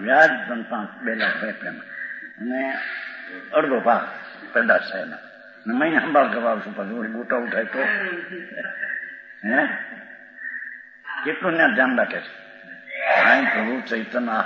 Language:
Gujarati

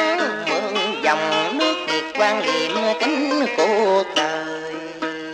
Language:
Vietnamese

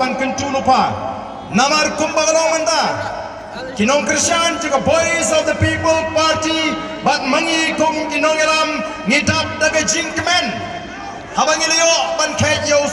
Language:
Khasi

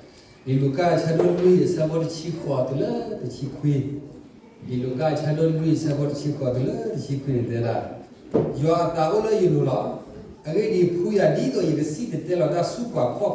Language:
S'gaw Karen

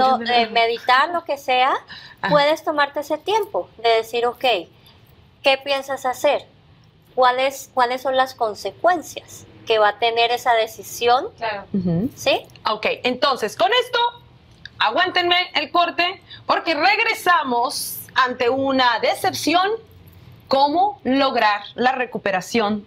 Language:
Spanish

